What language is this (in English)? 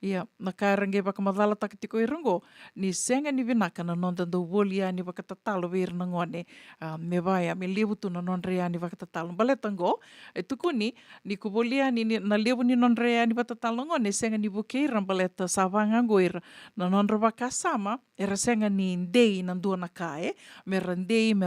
Fijian